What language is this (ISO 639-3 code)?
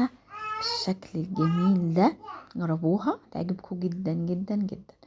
arz